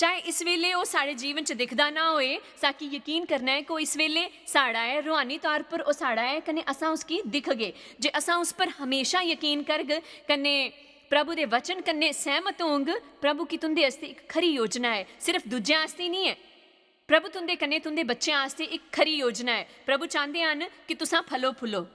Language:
Dogri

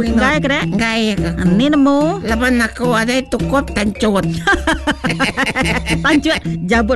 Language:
Iban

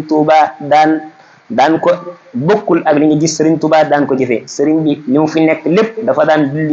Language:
Wolof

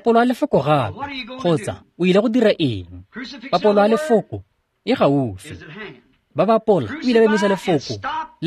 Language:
Tswana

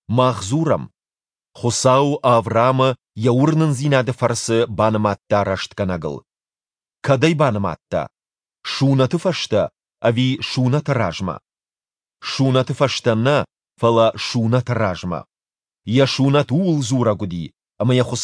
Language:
Ossetic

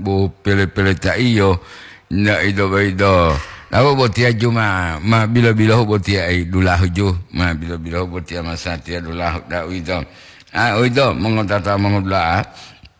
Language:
Gorontalo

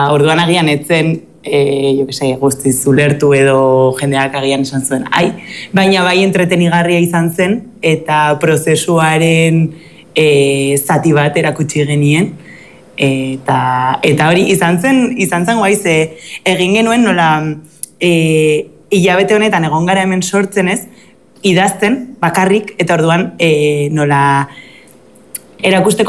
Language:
Basque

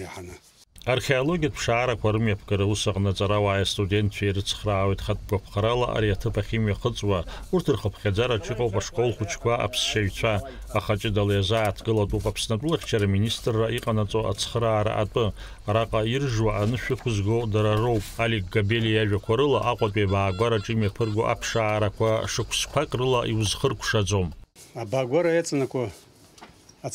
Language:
Abkhazian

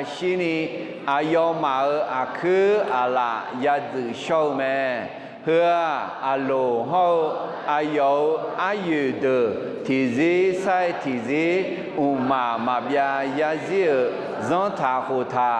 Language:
Akha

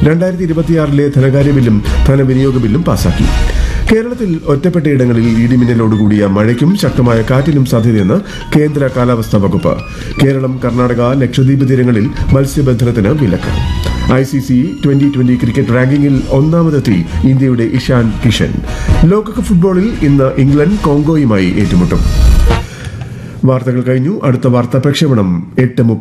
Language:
Malayalam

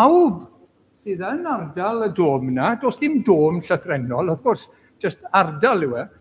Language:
Welsh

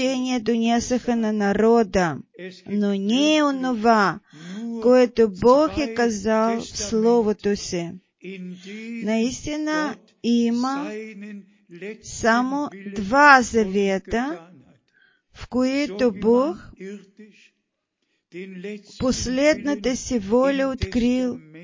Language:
Bulgarian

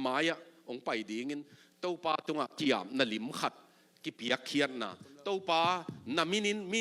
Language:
Tedim Chin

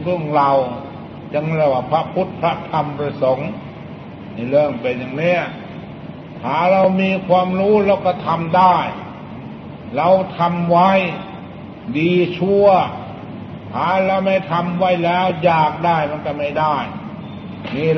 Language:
Thai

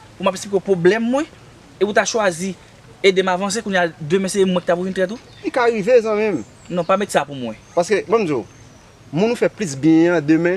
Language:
Haitian Creole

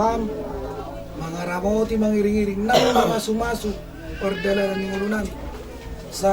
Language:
Batak Toba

